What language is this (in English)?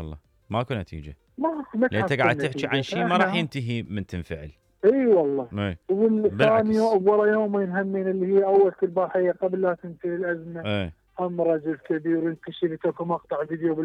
Mesopotamian Arabic